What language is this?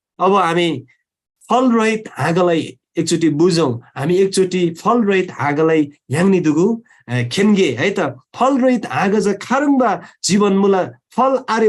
Eastern Tamang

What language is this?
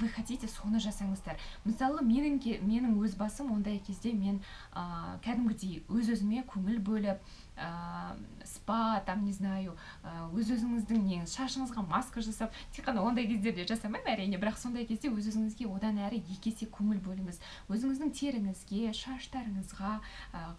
Kazakh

